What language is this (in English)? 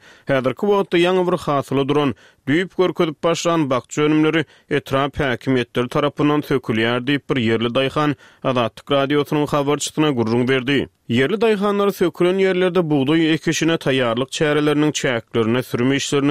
Turkmen